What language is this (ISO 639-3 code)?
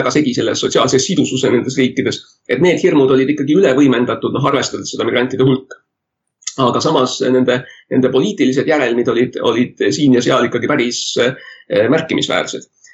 est